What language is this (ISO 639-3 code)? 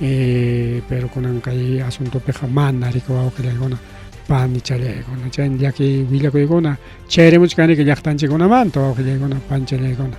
quy